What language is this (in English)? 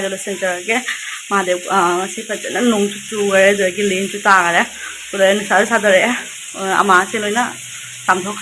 Manipuri